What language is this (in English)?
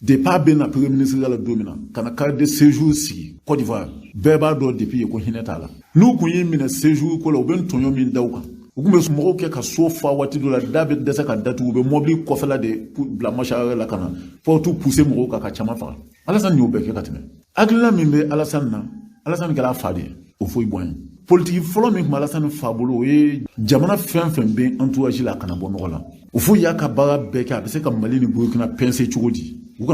Bambara